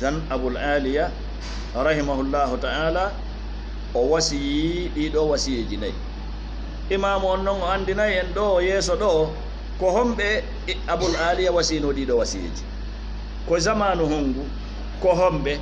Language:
Fula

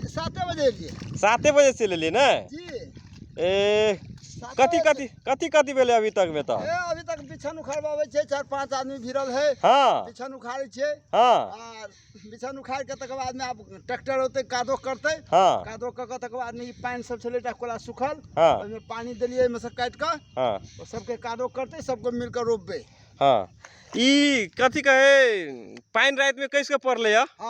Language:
Magahi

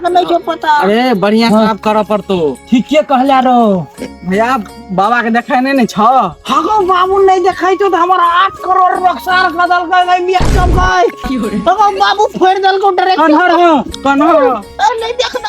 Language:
Maithili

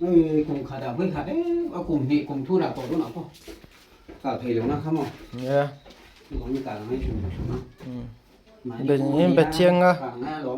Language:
Hmar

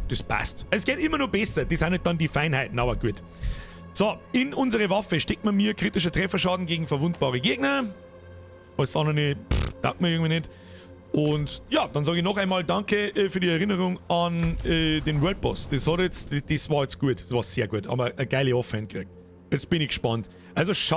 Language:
Bavarian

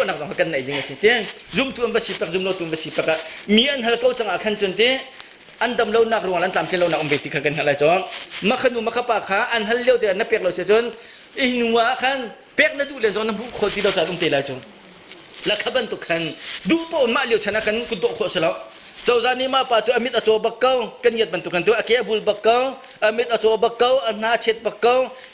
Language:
Hakha Chin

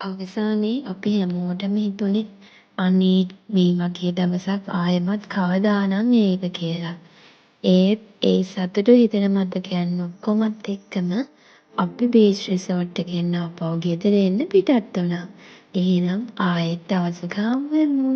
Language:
Sinhala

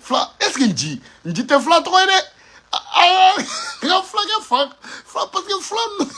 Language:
Bambara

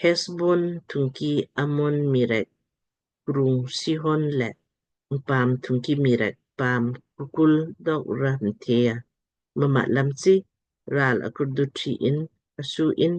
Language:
Lamkang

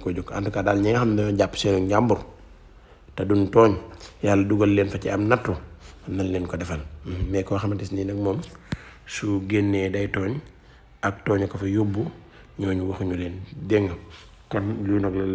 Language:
Wolof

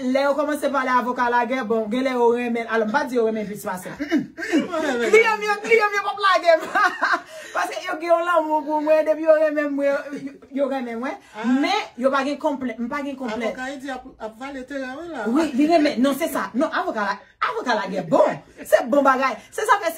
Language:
Haitian Creole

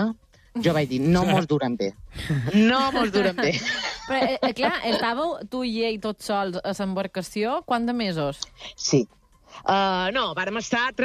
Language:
Catalan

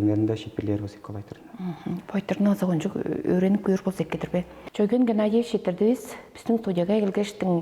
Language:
Tuvinian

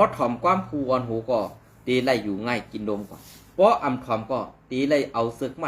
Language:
Shan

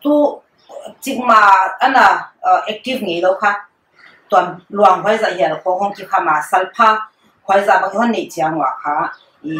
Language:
Paite Chin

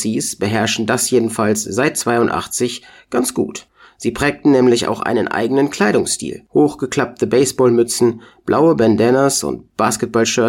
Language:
German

